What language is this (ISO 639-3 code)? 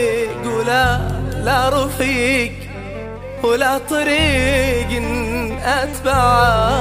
ara